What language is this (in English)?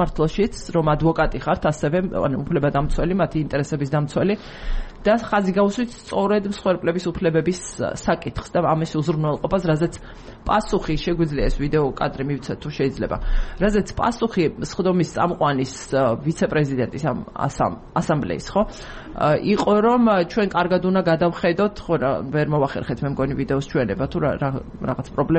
Georgian